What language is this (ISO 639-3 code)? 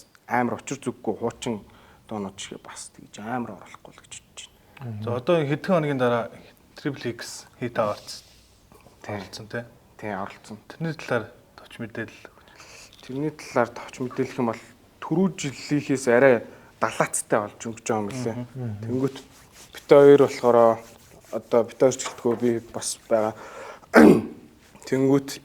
mon